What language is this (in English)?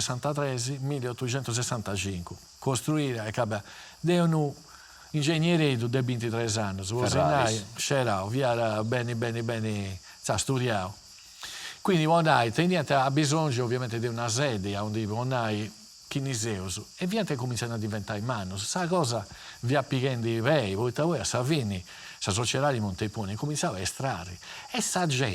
Sardinian